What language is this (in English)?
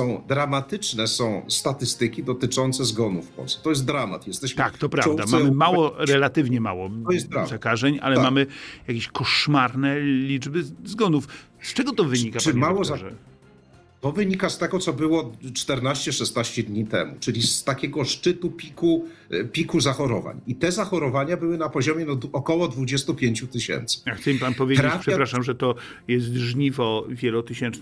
Polish